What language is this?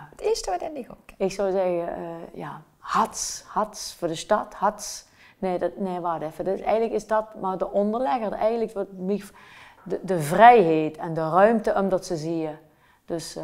Limburgish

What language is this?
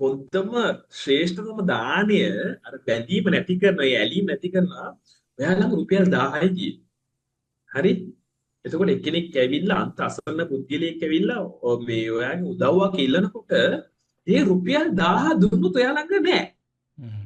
Sinhala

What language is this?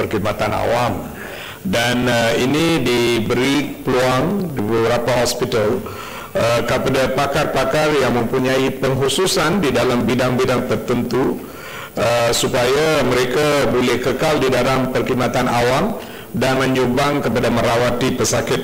Malay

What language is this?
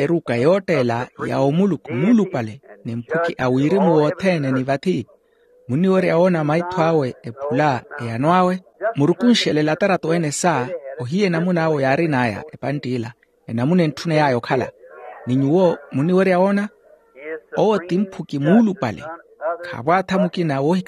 Makhuwa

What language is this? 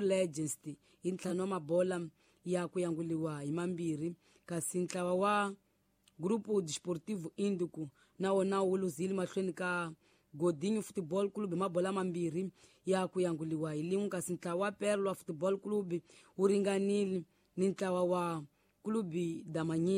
Tsonga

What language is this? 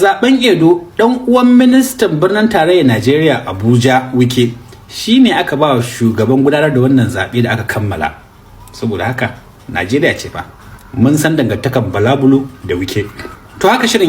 Hausa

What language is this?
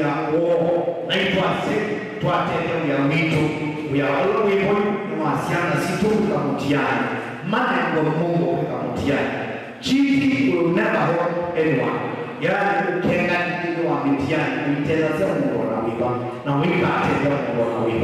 Kamba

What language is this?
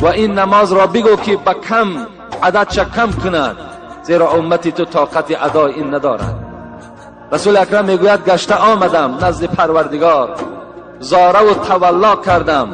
Tajik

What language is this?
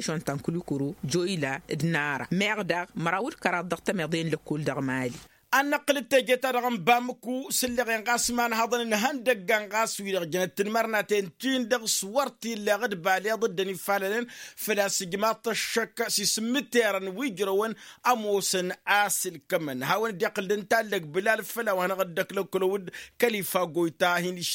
Tamasheq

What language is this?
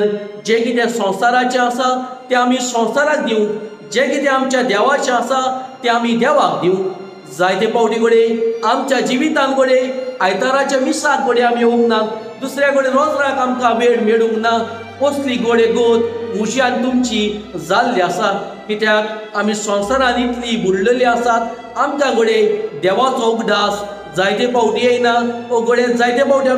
Konkani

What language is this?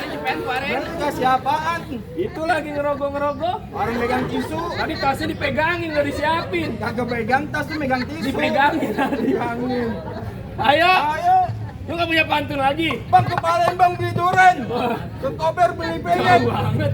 Betawi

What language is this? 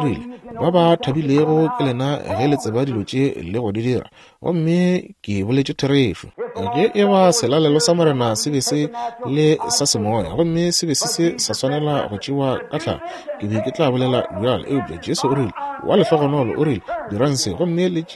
Northern Sotho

